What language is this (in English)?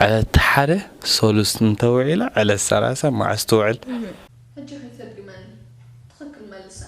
Tigrinya